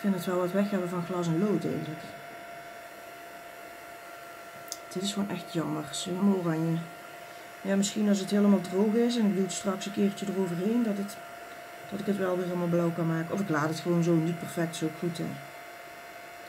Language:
Dutch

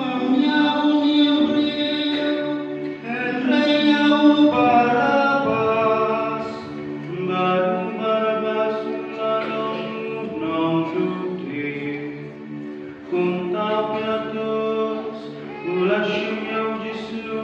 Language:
Khasi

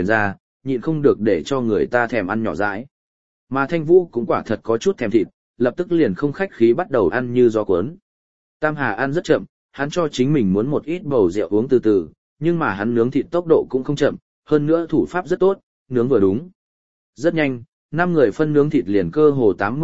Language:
Vietnamese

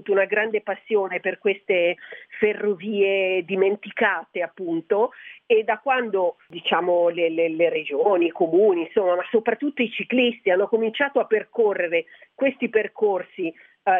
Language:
Italian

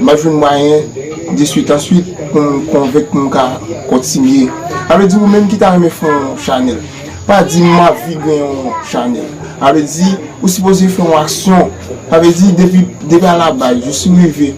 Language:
Haitian Creole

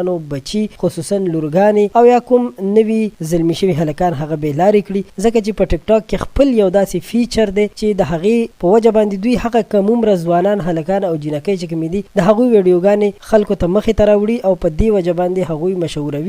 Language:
Pashto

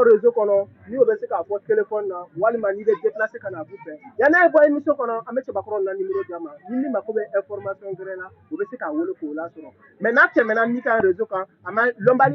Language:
Bambara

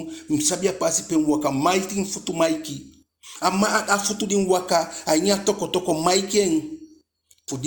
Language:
Eastern Maroon Creole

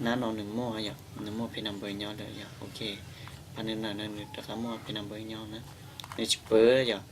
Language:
Hmong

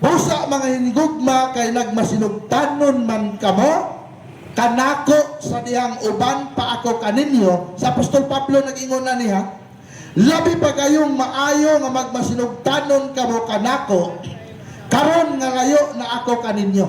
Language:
Cebuano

